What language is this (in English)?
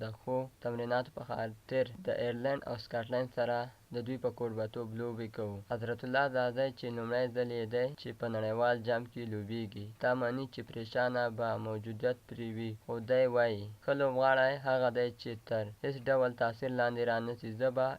Pashto